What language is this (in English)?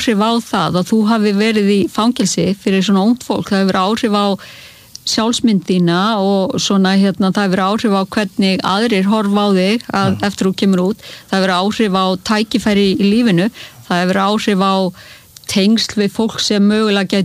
Icelandic